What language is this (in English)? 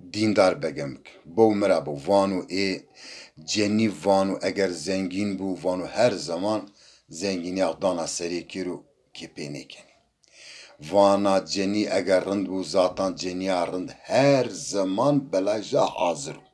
Zaza